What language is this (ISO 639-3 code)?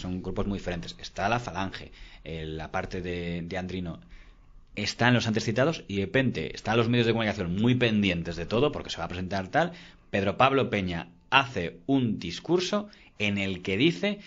spa